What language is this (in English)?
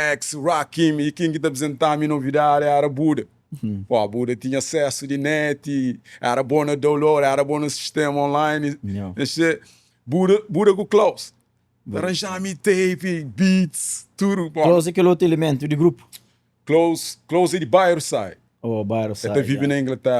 Kabuverdianu